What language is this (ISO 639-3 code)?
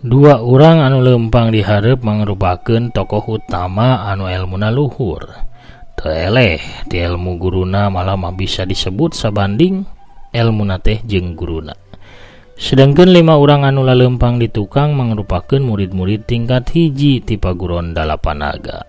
sun